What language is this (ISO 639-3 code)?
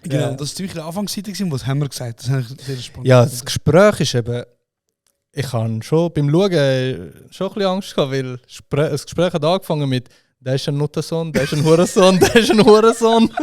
gsw